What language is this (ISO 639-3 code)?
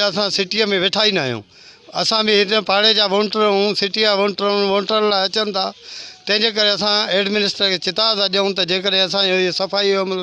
snd